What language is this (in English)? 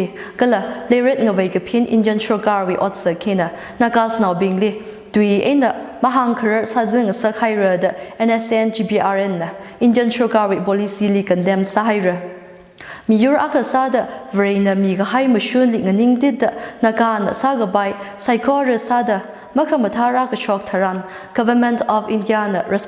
Tangkhul Naga (India)